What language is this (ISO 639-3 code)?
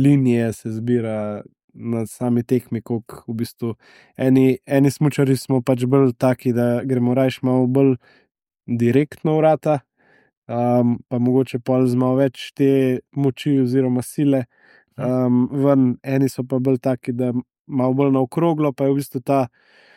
slv